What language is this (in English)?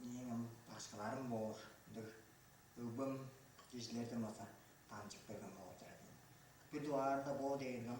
Tuvinian